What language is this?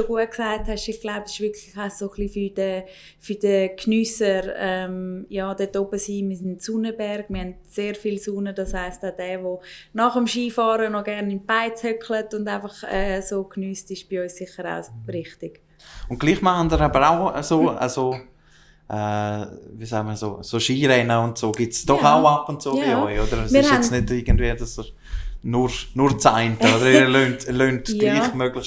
Swiss German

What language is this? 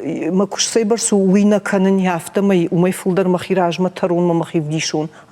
Ossetic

